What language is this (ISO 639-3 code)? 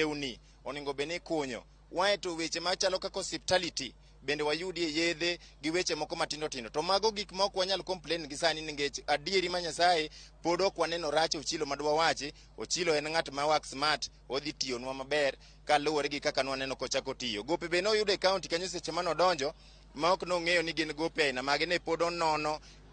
luo